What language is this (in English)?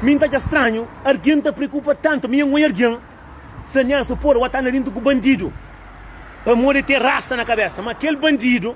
Kabuverdianu